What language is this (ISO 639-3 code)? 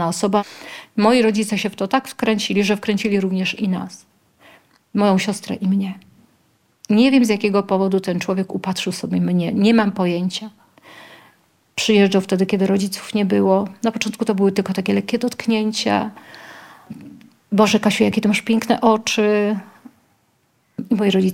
pol